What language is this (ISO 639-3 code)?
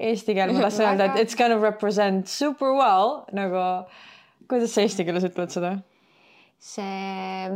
est